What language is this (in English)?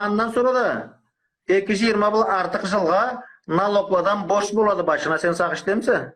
Karachay-Balkar